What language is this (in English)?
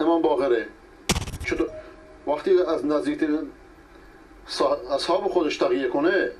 Persian